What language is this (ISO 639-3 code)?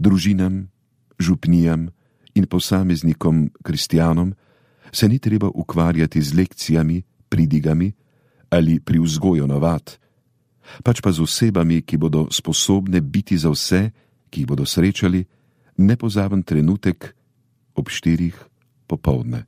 slv